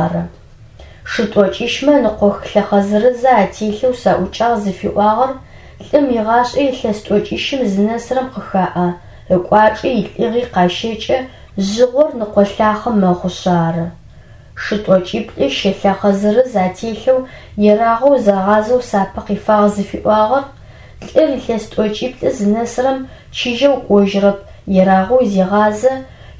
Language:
Adyghe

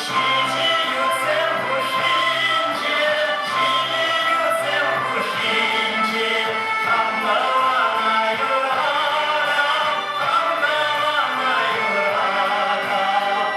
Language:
Chuvash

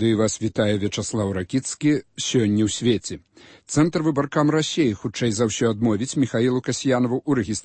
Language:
Belarusian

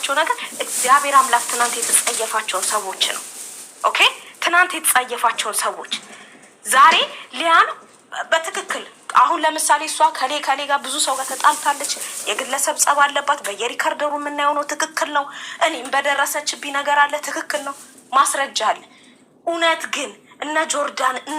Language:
Amharic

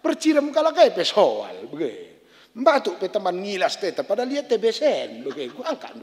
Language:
Batak Karo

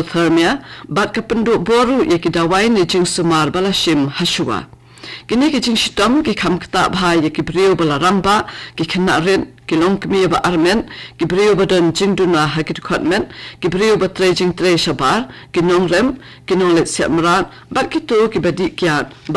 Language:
Khasi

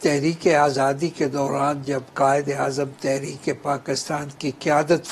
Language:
Urdu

